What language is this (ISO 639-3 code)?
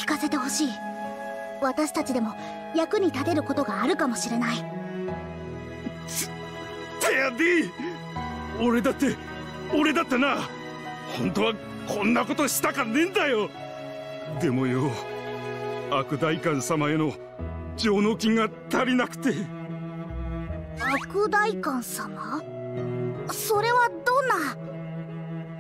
jpn